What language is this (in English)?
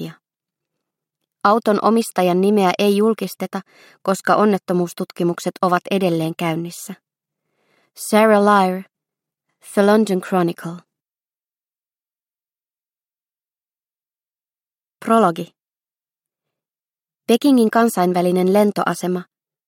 Finnish